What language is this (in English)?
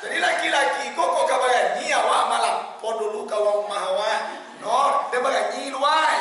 Minangkabau